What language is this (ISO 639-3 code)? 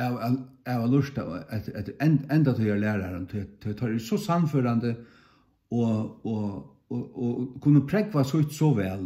fao